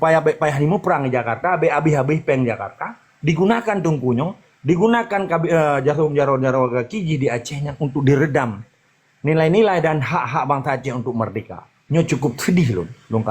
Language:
Achinese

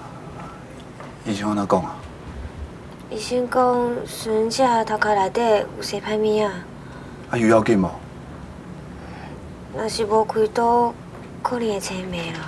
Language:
Min Nan Chinese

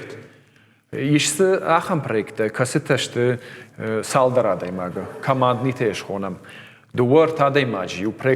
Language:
Ossetic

